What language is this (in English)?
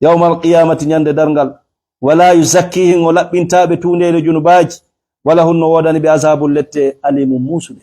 Fula